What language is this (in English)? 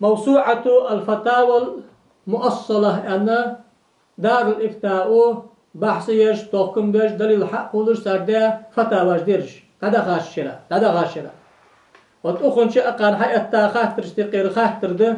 Ingush